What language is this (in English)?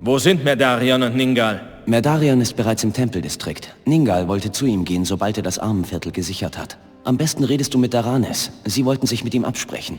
Bavarian